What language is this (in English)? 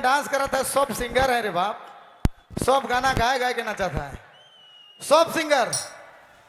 Sadri